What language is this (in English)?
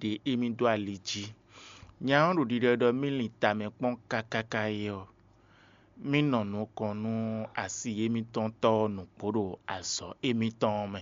Fon